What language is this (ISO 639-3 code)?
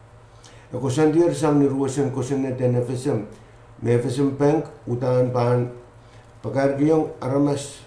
pon